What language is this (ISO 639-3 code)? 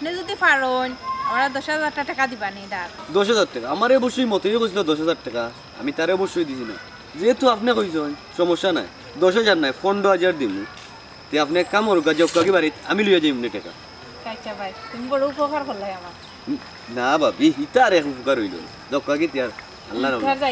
syl